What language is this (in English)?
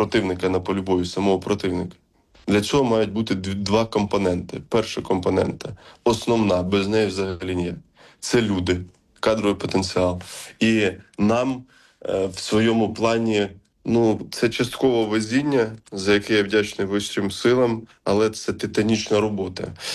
Ukrainian